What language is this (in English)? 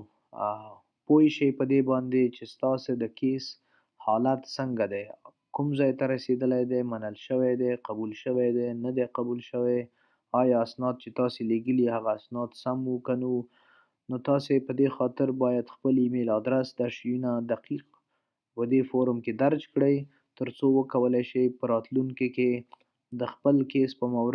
Pashto